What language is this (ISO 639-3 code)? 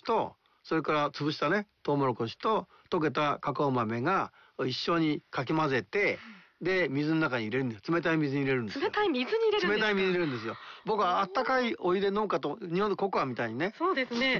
jpn